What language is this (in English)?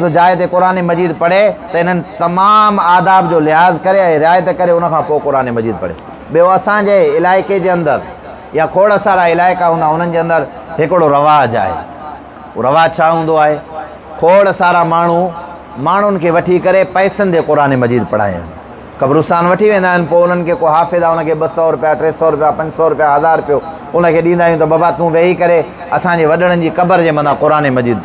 Sindhi